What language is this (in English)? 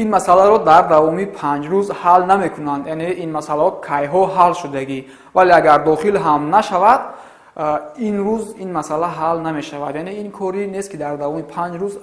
Tajik